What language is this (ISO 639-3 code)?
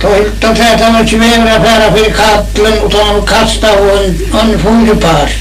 fao